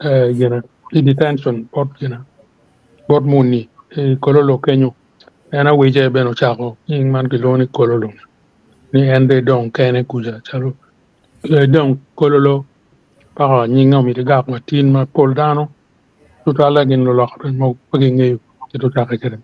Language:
Acoli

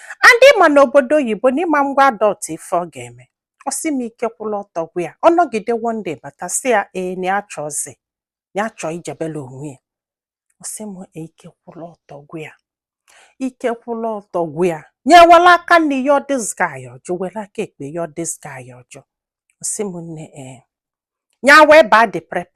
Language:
Igbo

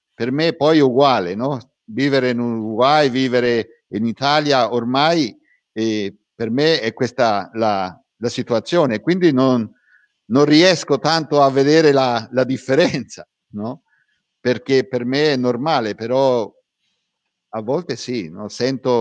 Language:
Italian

